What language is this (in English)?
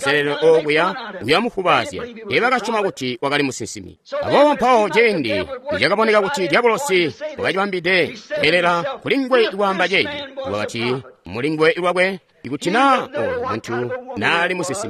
Tonga (Zambia)